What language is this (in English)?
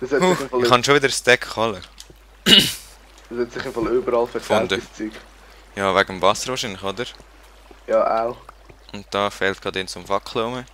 Swiss German